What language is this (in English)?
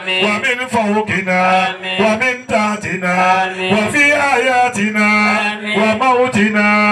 Arabic